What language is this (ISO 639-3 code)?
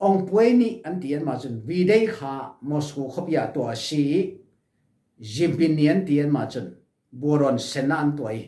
cfm